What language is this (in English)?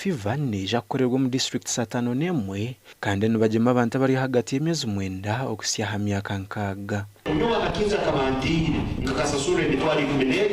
Nyankole